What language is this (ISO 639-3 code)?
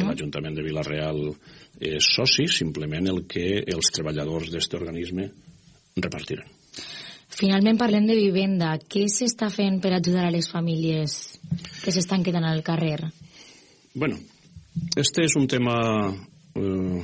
cat